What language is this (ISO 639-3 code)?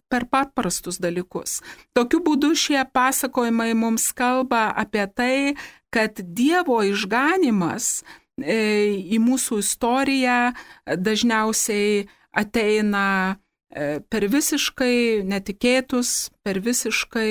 lit